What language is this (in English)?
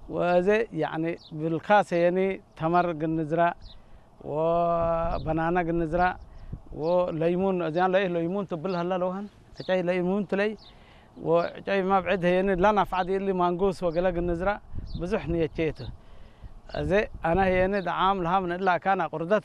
Tigre